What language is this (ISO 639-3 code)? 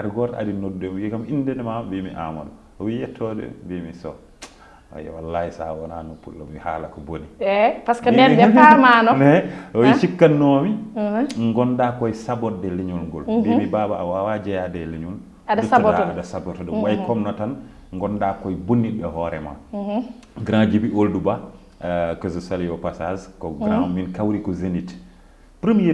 ful